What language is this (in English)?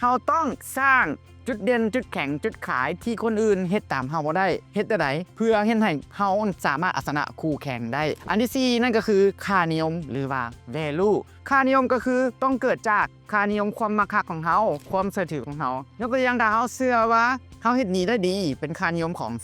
Lao